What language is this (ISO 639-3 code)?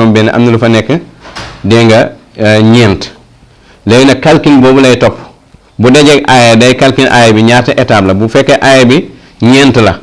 wol